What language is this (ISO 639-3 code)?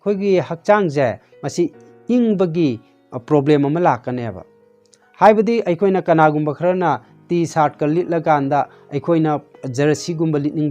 mni